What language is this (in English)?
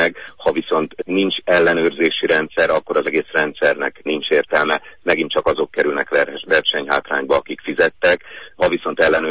Hungarian